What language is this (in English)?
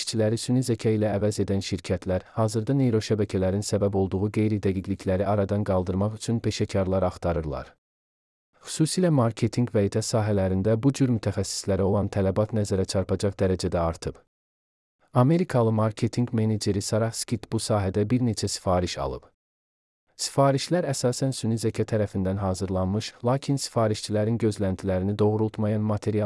Azerbaijani